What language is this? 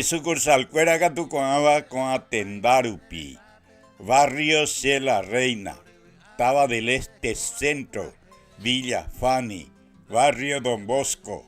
Guarani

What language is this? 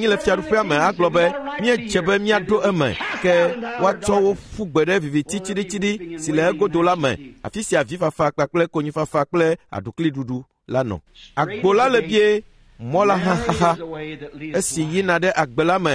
Ewe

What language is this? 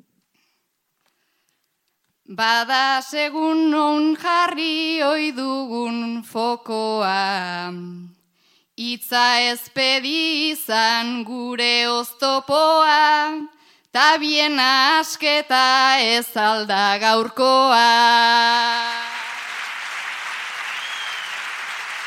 Basque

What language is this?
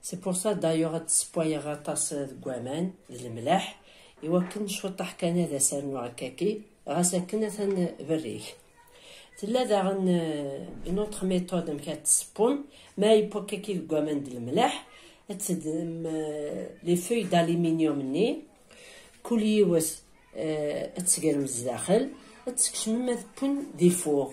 Kabyle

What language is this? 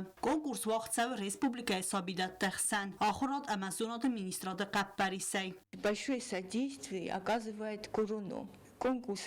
Ossetic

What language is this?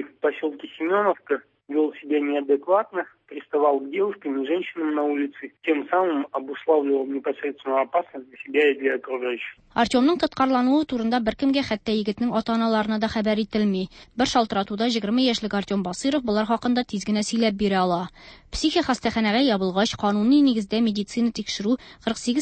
Tatar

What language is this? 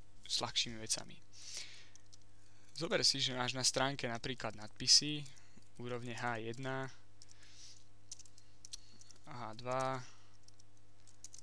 Slovak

